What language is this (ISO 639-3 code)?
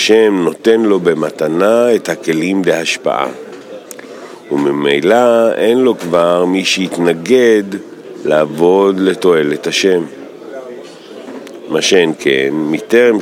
heb